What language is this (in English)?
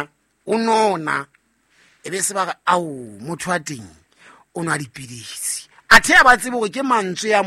Southern Sotho